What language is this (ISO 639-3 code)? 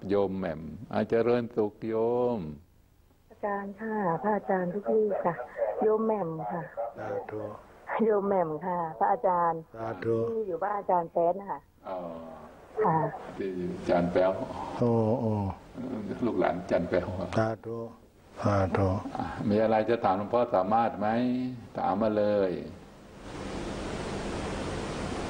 tha